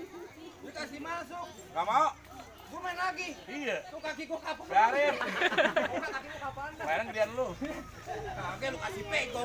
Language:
Betawi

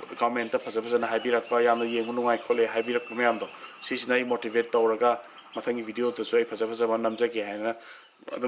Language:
Manipuri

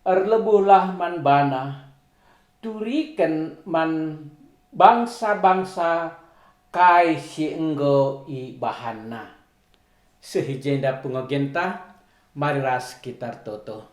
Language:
Batak Karo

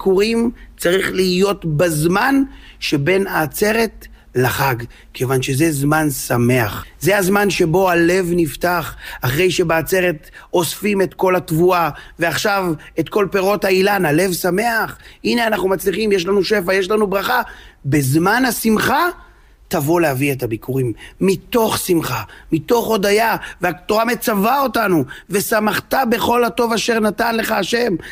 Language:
Hebrew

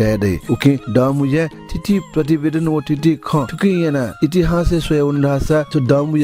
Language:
Newari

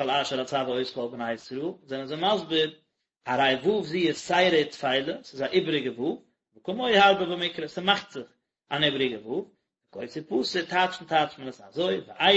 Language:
Yiddish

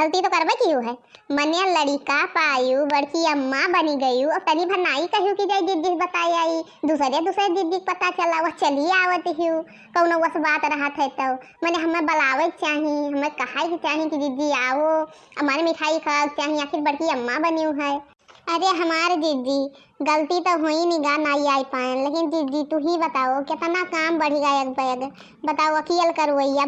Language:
Awadhi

